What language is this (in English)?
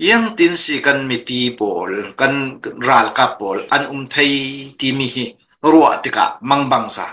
Hakha Chin